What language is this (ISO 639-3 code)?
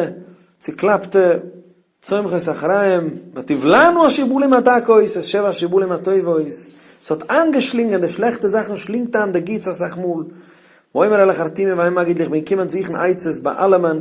yid